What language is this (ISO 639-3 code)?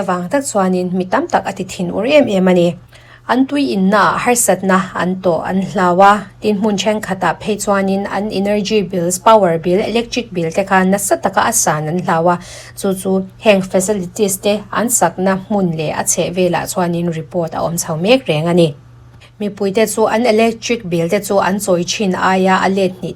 lus